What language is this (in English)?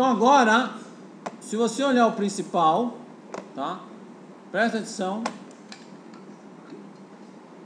Portuguese